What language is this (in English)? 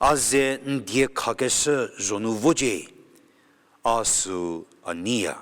Angami Naga